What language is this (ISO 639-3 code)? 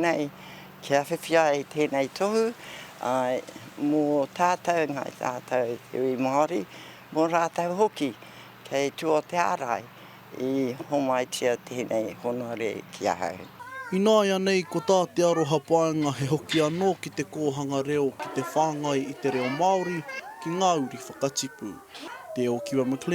mri